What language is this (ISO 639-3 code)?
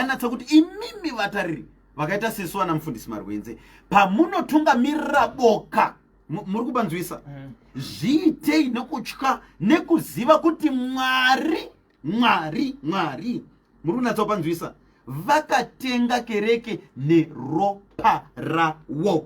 sna